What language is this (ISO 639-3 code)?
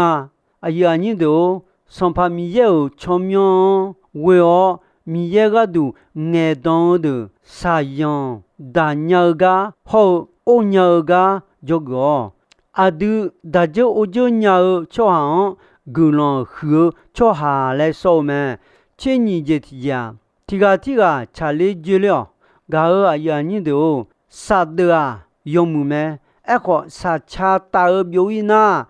ahk